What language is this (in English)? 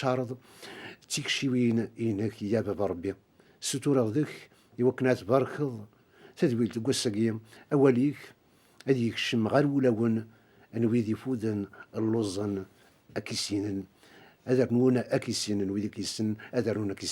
Kabyle